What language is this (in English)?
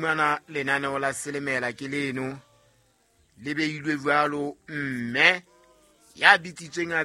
Southern Sotho